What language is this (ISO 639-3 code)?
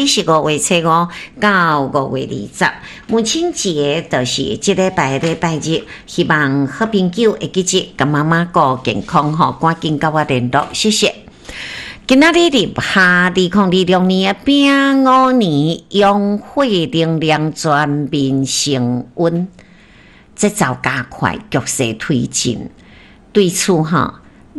nan